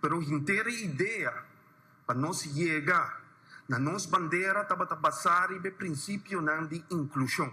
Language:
Papiamento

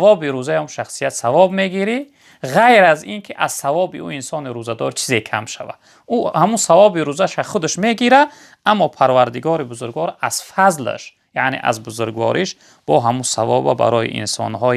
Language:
Tajik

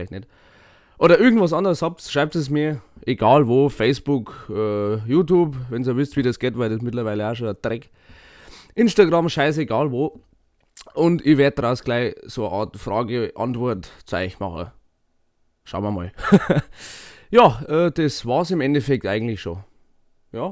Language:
Bavarian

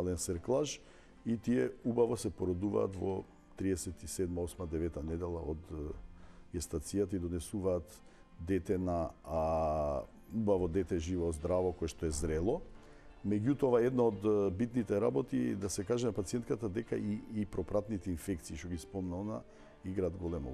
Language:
Macedonian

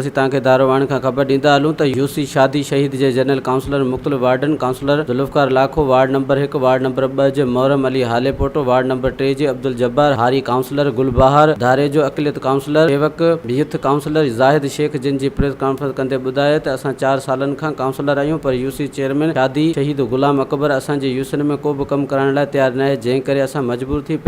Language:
Sindhi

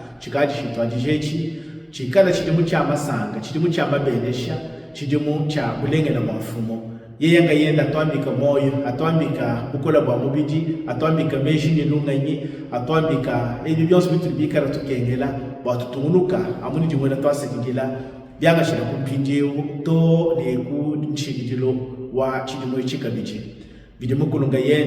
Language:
Luba-Lulua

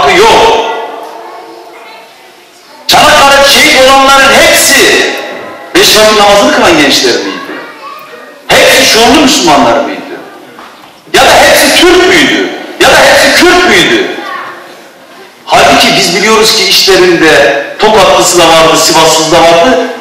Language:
Turkish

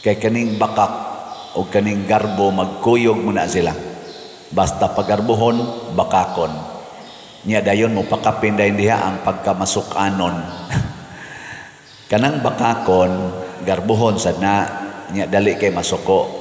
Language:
Cebuano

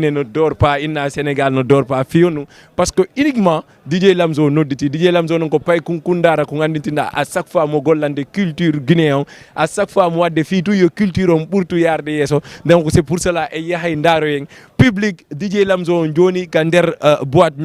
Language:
Fula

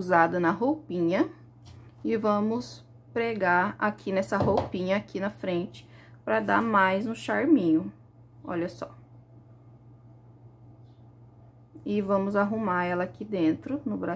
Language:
Portuguese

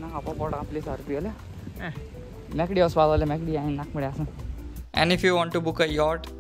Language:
Konkani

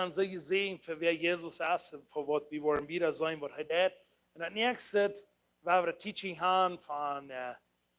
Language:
Plautdietsch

